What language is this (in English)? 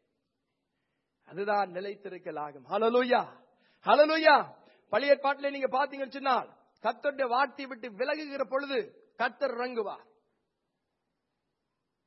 Tamil